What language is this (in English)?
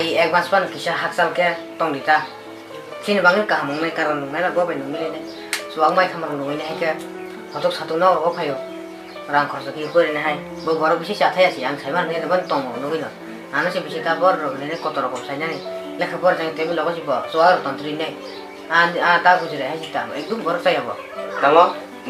Kok Borok